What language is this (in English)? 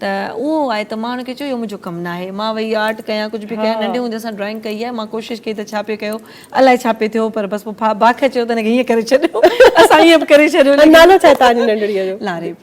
Sindhi